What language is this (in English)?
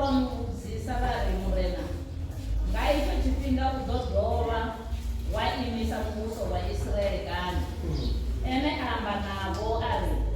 Venda